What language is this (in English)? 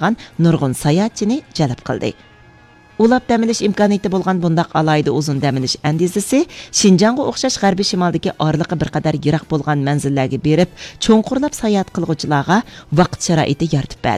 Uyghur